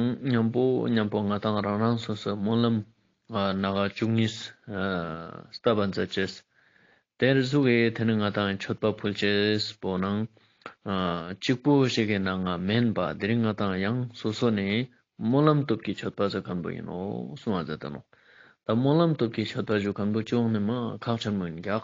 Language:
Ladakhi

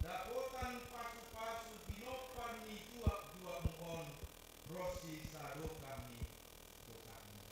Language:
Batak Simalungun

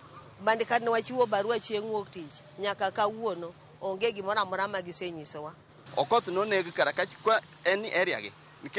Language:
Luo (Kenya and Tanzania)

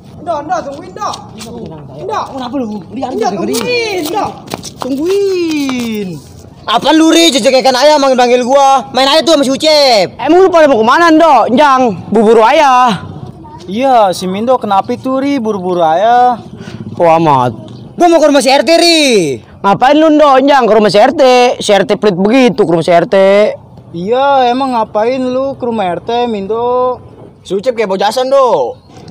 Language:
Betawi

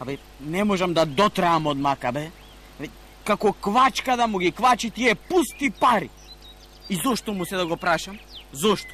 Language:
Macedonian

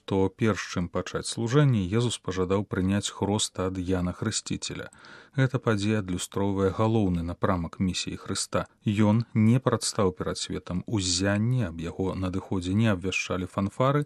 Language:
Belarusian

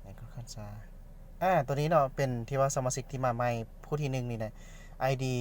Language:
Lao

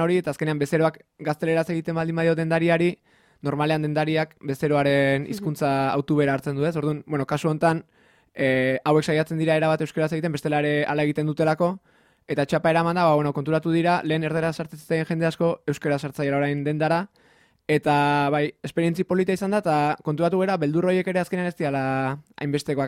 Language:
Basque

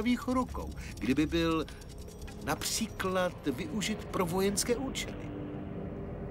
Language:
Czech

